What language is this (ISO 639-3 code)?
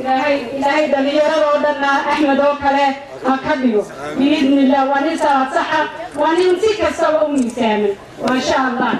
som